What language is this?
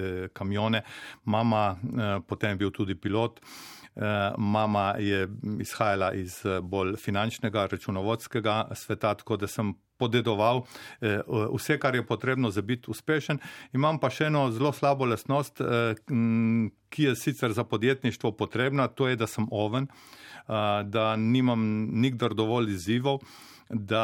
Slovenian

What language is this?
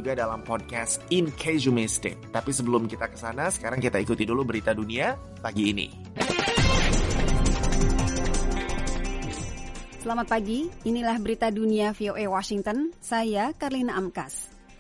Indonesian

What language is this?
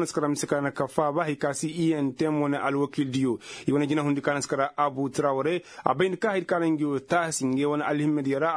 Koyraboro Senni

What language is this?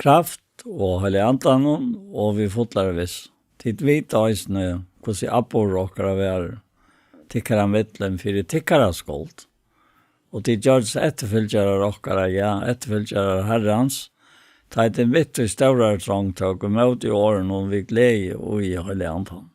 Faroese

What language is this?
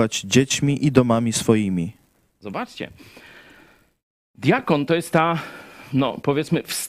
Polish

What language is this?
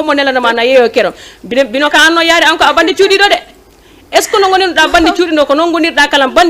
Fula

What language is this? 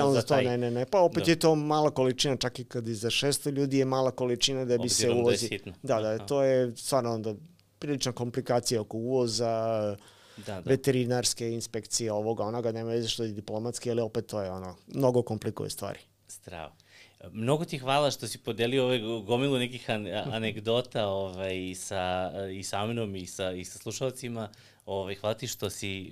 Serbian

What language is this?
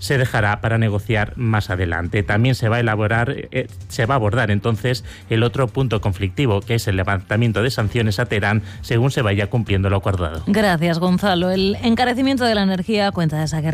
Spanish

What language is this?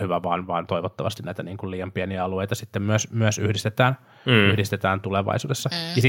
Finnish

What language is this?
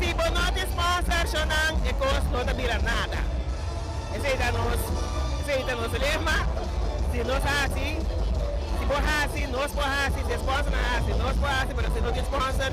Papiamento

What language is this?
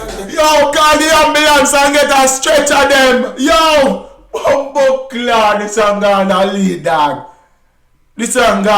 Jamaican Creole English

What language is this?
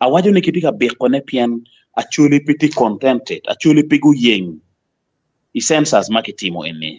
Acoli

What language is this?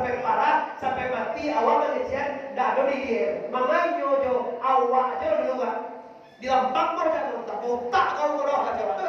Minangkabau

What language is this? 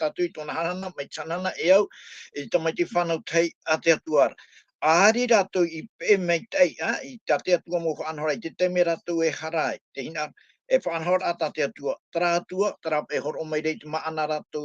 Tahitian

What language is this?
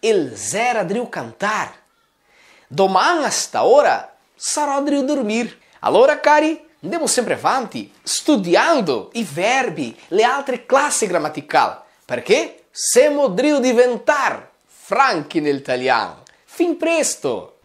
Venetian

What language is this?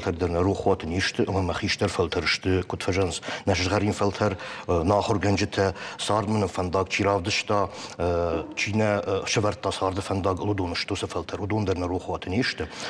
Ossetic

